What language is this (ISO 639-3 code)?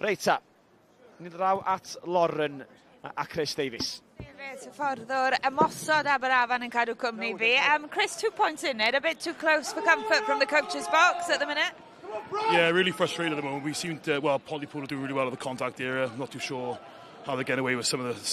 cym